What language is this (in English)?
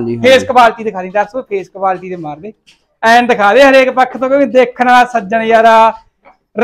Punjabi